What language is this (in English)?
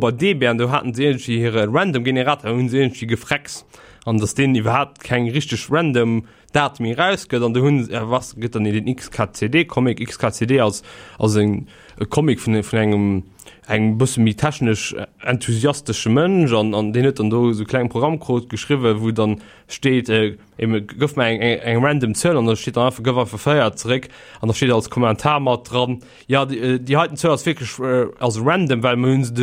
Luxembourgish